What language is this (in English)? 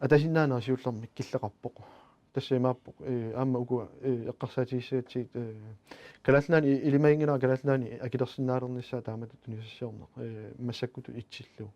Kalaallisut